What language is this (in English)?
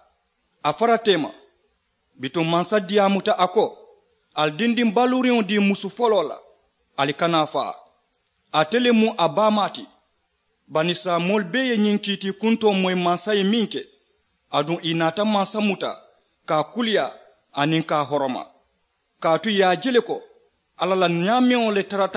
Mandingo